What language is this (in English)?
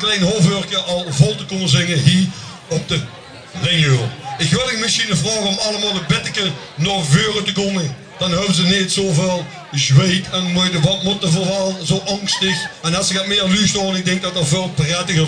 Limburgish